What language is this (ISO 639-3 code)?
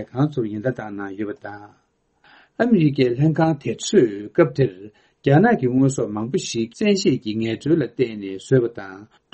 bod